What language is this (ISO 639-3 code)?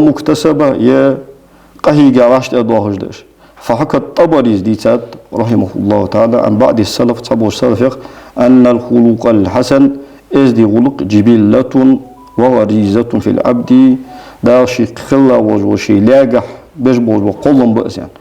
inh